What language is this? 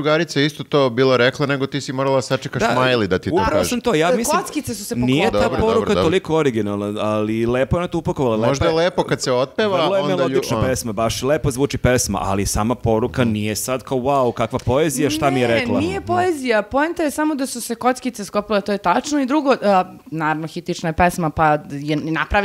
Serbian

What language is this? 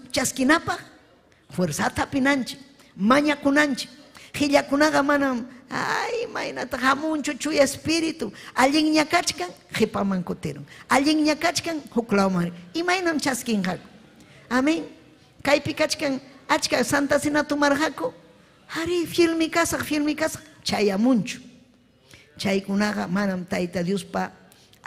Ayacucho Quechua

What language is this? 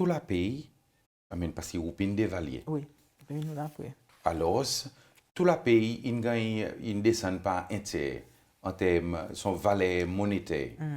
Seselwa Creole French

